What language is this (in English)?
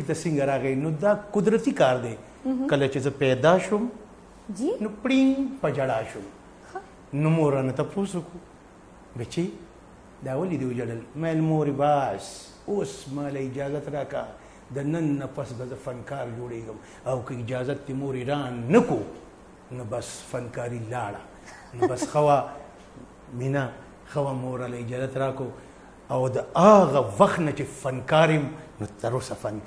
Pashto